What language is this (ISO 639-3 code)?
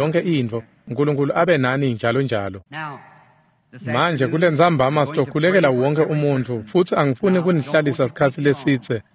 ssw